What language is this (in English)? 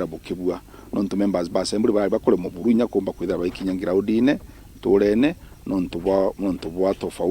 Meru